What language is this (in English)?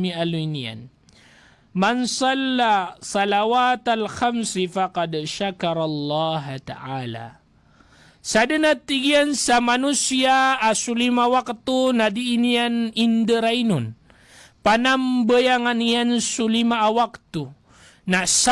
Maranao